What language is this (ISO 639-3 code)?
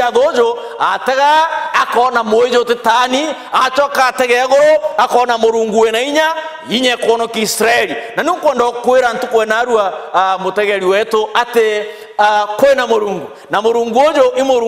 mer